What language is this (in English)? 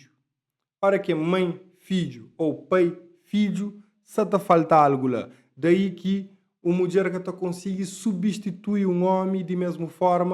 Kabuverdianu